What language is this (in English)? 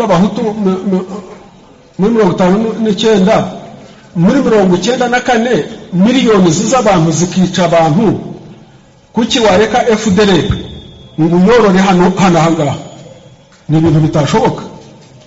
Kinyarwanda